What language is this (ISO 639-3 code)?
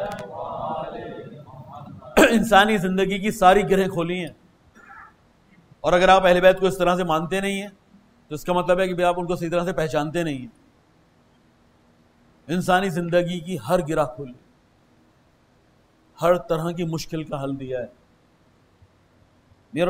urd